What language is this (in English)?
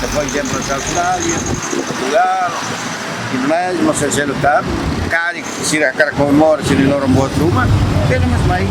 Tetum